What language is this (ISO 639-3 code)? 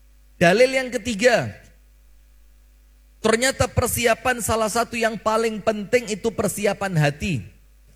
ind